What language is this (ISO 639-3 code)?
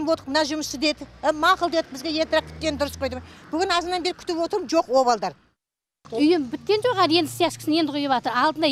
kaz